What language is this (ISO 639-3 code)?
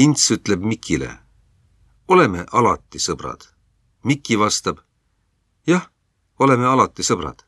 est